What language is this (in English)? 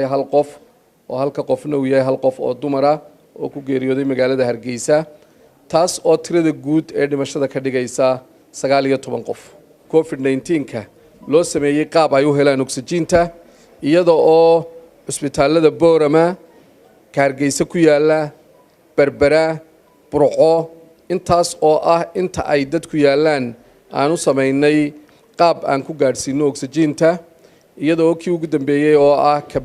Somali